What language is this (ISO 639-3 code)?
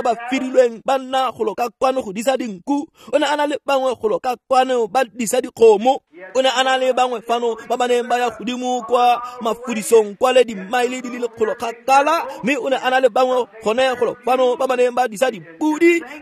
tsn